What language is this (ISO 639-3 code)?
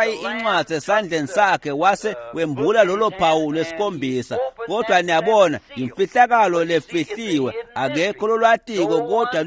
ssw